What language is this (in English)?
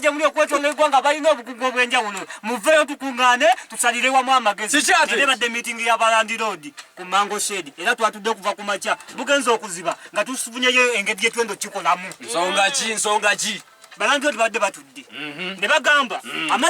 Ganda